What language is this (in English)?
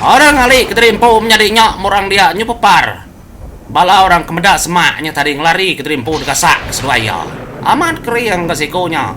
Iban